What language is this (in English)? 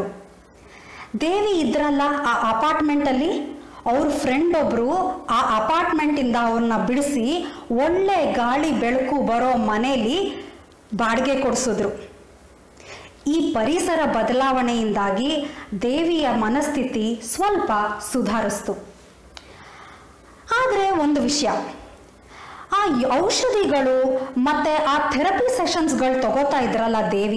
Kannada